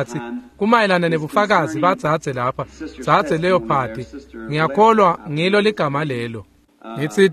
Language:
Swati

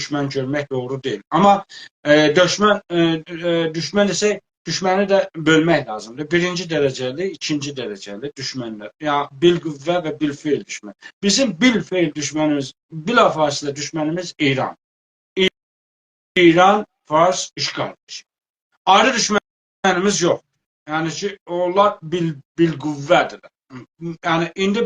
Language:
South Azerbaijani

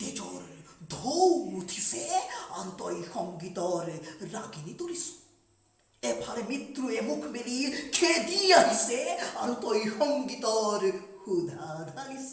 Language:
Assamese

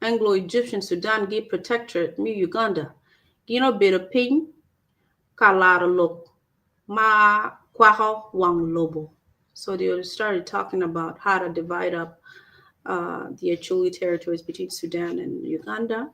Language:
Acoli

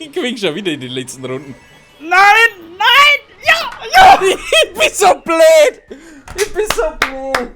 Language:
Bavarian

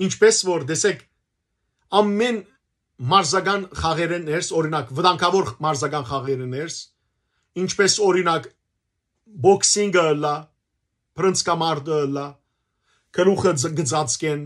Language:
Western Armenian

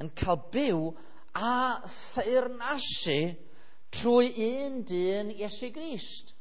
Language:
Welsh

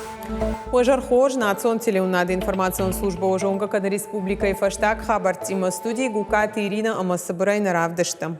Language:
Ossetic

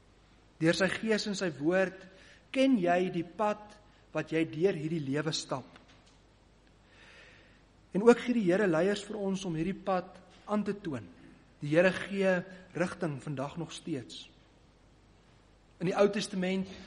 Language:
Afrikaans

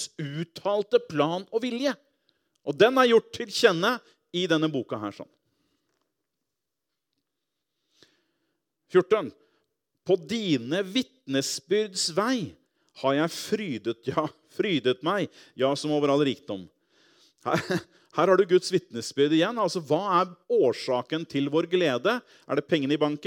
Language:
Norwegian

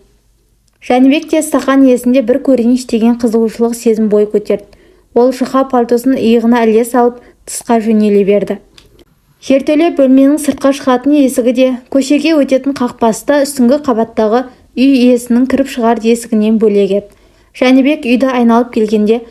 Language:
Kazakh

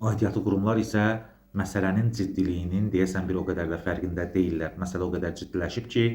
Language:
Azerbaijani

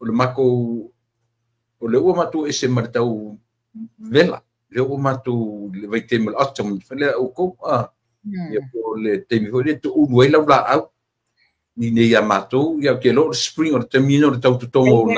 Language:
Samoan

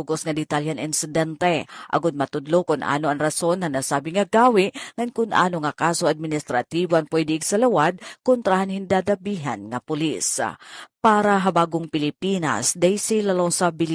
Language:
Waray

